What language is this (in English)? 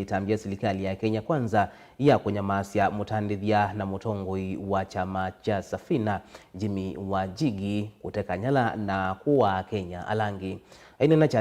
Kamba